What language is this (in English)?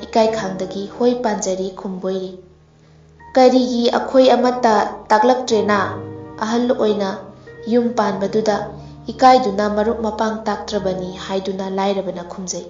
Manipuri